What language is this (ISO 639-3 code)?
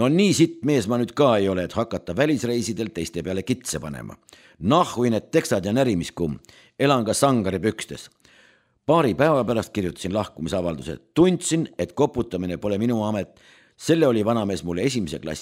est